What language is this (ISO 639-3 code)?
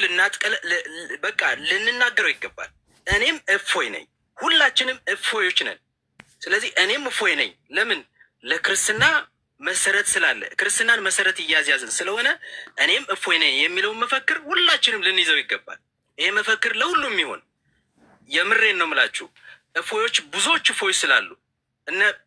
amh